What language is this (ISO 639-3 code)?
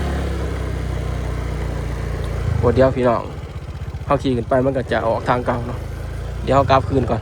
lao